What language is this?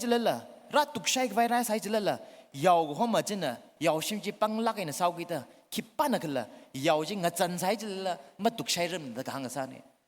Tangkhul Naga (India)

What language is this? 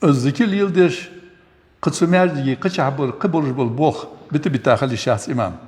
Ingush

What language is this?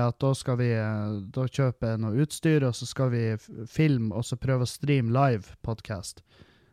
Norwegian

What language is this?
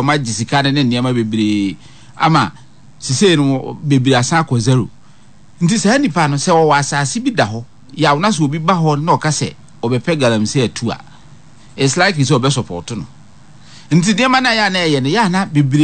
Akan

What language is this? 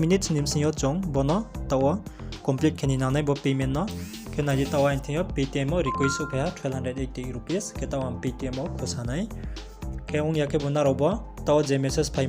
Riang (India)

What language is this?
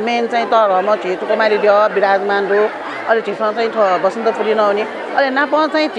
Newari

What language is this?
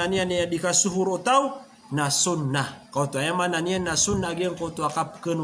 Maranao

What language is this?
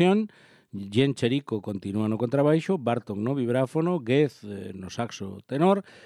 Galician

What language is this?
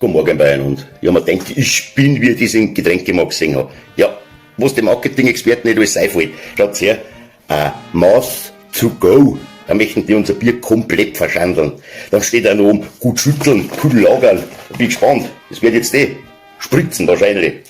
Bavarian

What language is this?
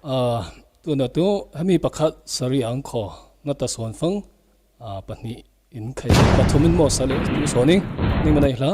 Falam Chin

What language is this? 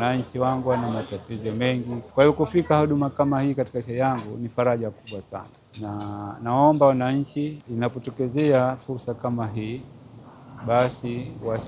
Swahili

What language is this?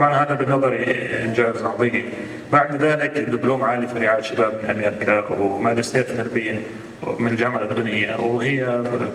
North Levantine Arabic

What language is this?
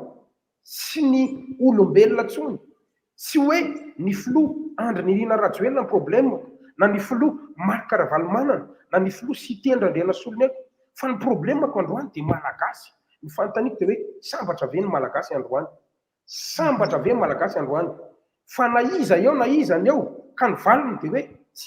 Malagasy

